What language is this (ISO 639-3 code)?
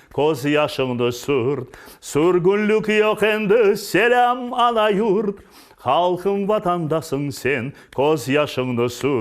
crh